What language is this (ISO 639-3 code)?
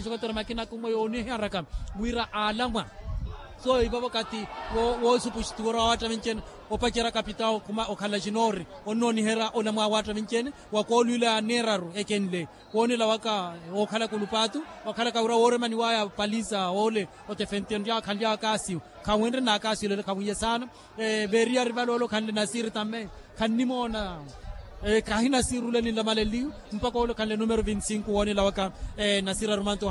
vmw